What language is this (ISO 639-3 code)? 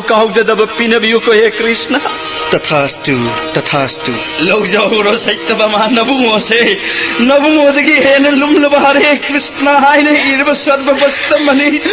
mni